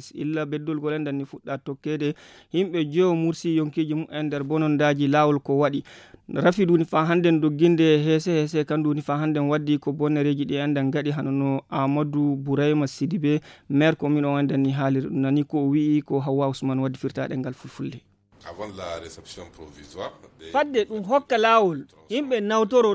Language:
Fula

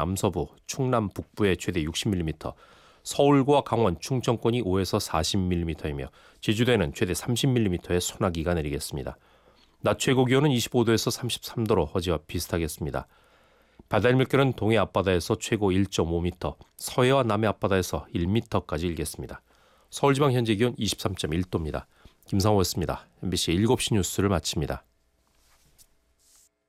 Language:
Korean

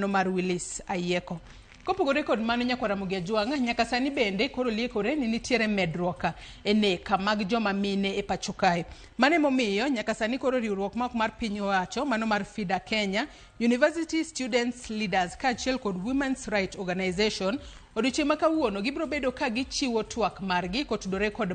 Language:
Luo (Kenya and Tanzania)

